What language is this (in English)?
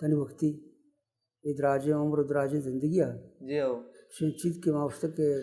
Baluchi